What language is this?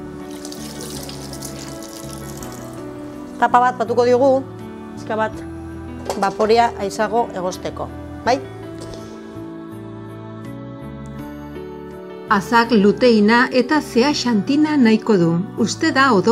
Basque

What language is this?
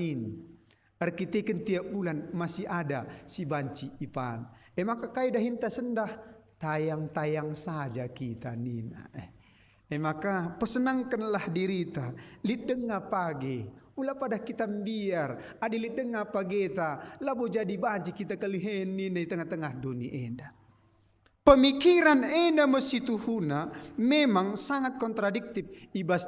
Batak Karo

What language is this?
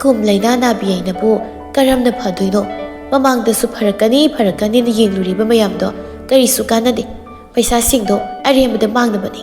Manipuri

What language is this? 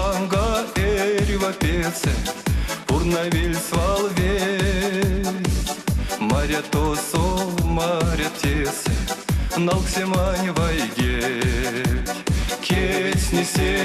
Erzya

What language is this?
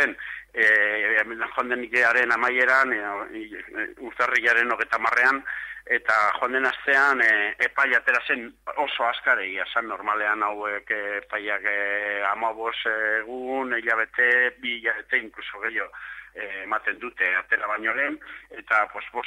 Basque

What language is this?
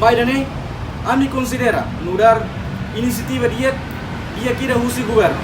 Tetum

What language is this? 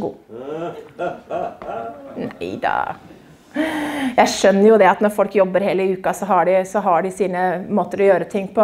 Norwegian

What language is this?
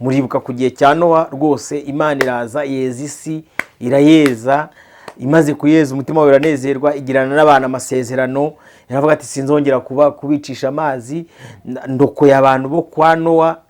Kinyarwanda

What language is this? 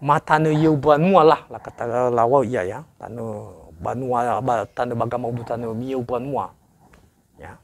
Nias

